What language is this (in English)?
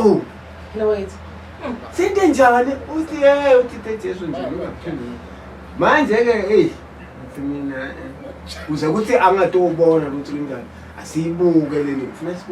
Zulu